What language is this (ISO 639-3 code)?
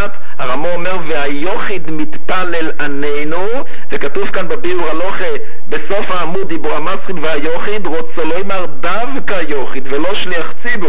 heb